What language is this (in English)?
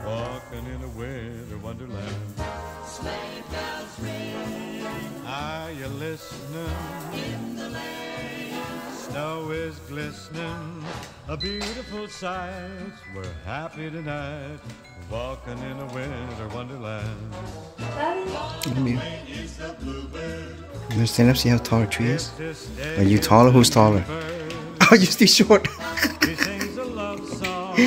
English